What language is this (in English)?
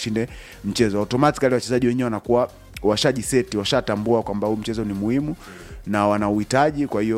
Swahili